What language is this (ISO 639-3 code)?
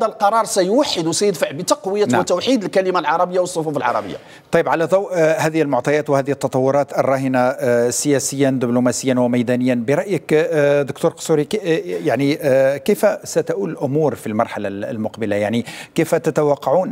ara